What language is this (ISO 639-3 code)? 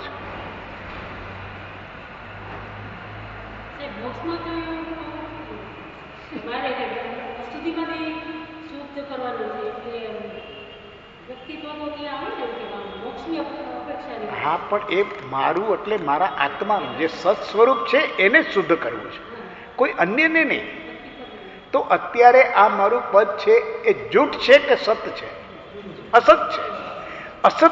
guj